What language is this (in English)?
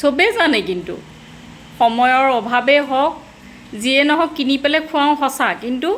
Assamese